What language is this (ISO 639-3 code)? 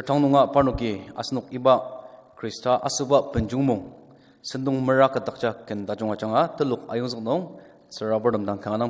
njo